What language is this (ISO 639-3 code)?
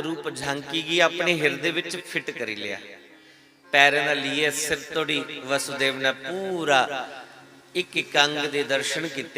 doi